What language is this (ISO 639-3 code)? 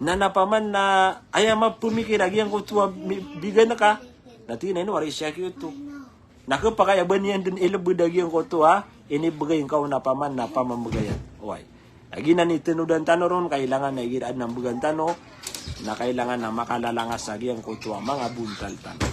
mrw